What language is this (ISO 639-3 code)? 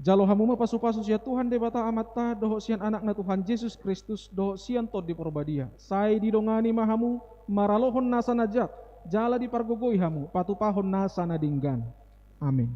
bbc